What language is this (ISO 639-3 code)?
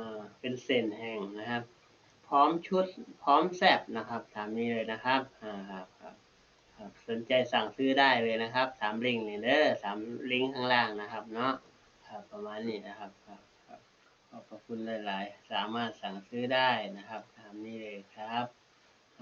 tts